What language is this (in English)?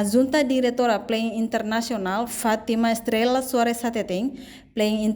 Tetum